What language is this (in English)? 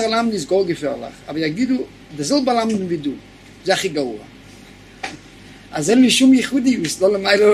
Hebrew